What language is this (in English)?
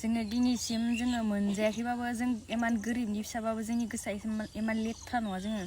Bodo